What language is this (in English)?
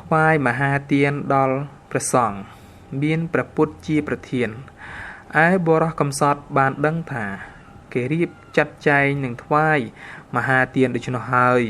Khmer